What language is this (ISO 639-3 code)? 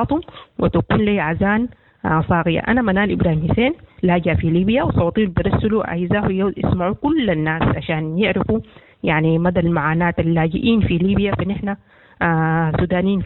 apd